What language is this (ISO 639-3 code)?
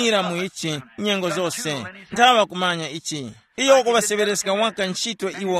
tum